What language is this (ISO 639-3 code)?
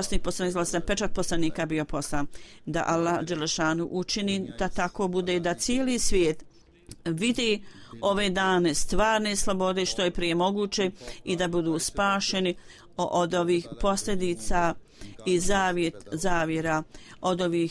bos